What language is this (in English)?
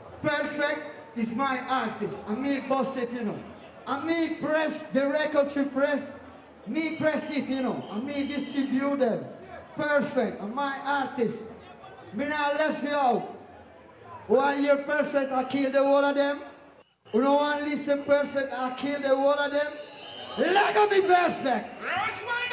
Jamaican Creole English